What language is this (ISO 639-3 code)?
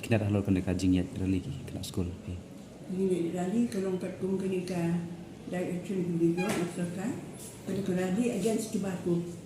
kha